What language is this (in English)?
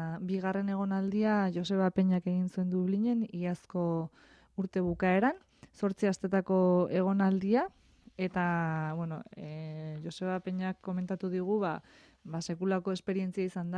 Basque